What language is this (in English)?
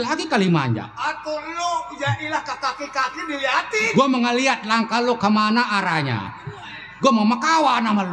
Betawi